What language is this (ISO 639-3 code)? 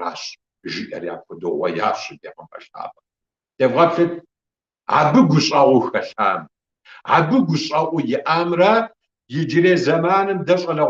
kbd